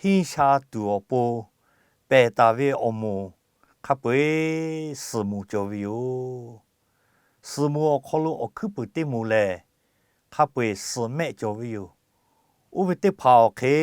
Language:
Lahu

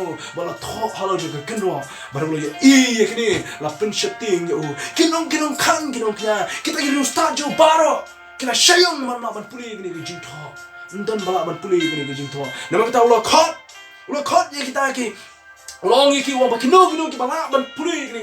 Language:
Khasi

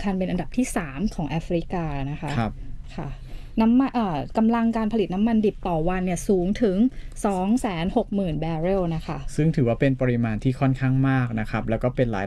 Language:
Thai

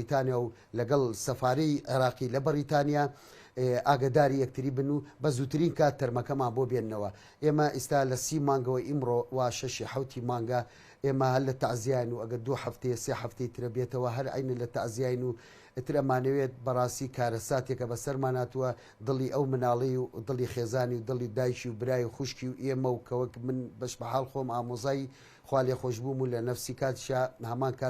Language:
Central Kurdish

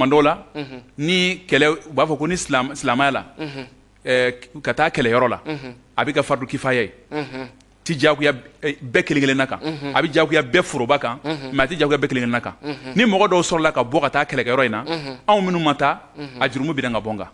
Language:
Bambara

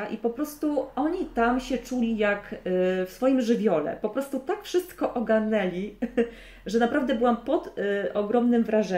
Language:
Polish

